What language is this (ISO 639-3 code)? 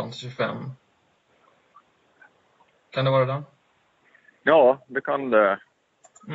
swe